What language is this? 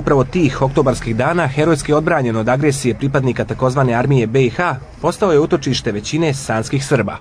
Serbian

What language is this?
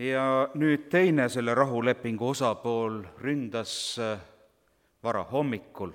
Estonian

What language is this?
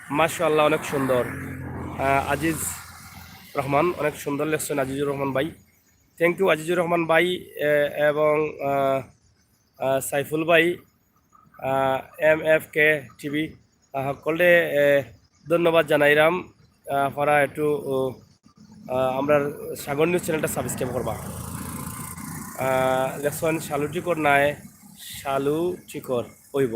Sylheti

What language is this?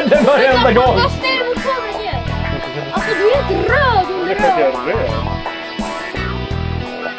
Swedish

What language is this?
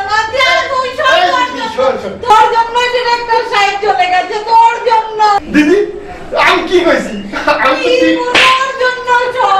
Bangla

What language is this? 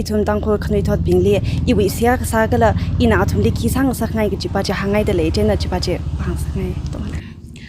Tangkhul Naga (India)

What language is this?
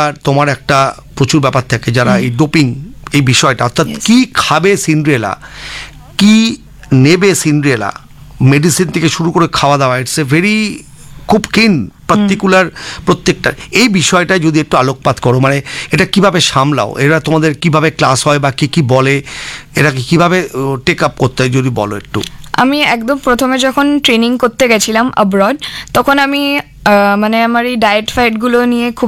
Bangla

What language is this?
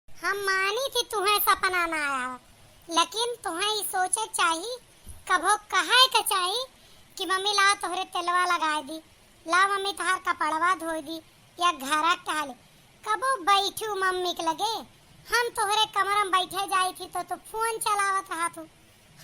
Awadhi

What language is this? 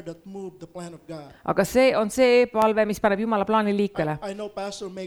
Estonian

